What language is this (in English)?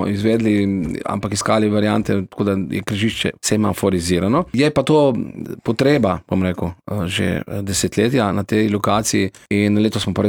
Slovenian